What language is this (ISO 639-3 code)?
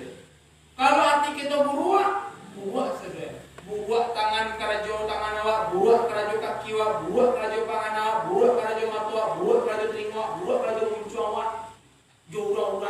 min